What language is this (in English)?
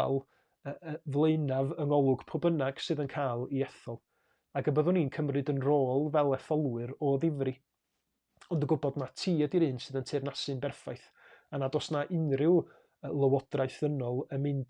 Welsh